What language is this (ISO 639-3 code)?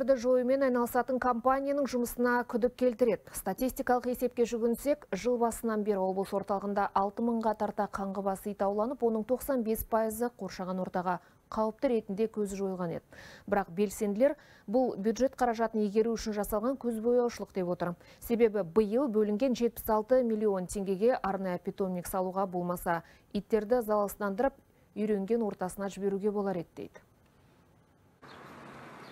kaz